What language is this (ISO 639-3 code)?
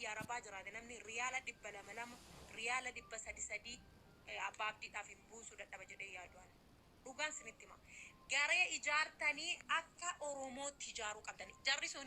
orm